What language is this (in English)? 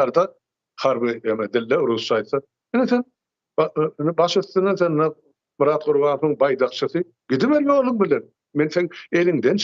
Turkmen